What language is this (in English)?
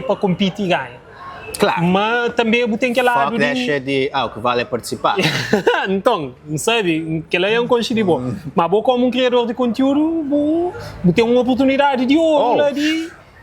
Kabuverdianu